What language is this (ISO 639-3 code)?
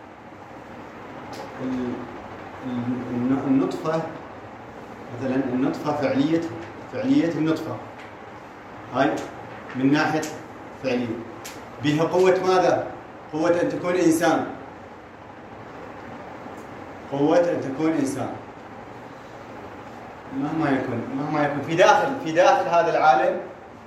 ara